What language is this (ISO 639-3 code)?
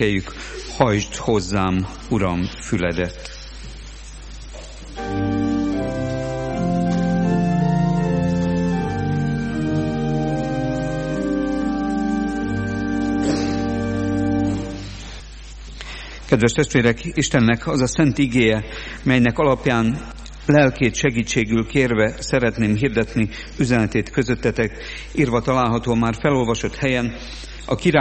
hun